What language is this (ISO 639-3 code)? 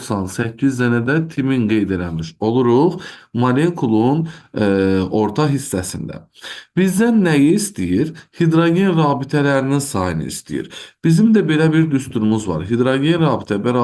aze